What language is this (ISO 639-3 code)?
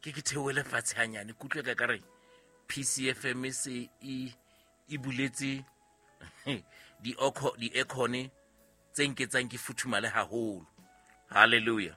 sot